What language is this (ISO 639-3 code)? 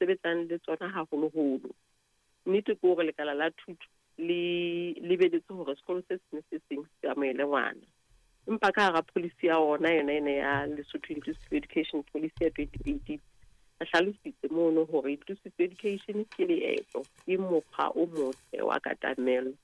sot